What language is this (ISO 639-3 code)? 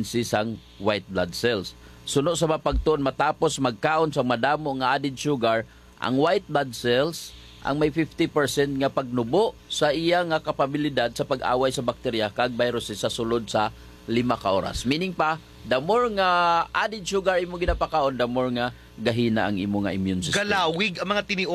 hil